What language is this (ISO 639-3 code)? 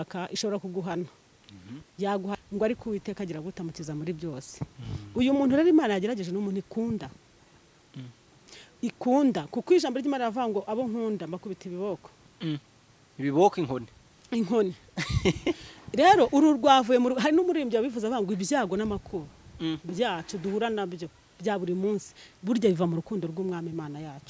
kin